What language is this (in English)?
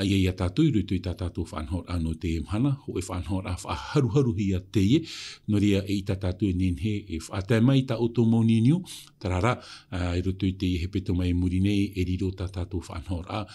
Tahitian